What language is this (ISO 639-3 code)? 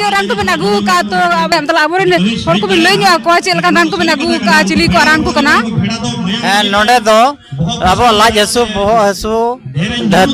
sat